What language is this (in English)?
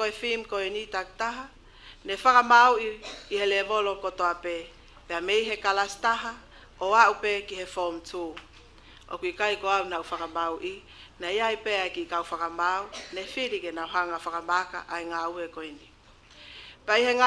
Tongan